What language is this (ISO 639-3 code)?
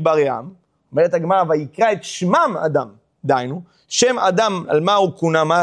heb